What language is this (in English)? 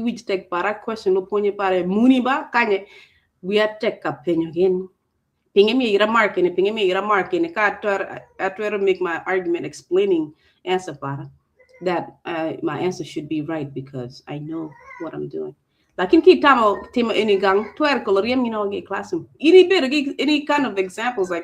Acoli